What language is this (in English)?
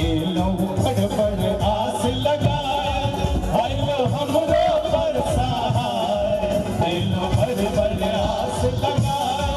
Maithili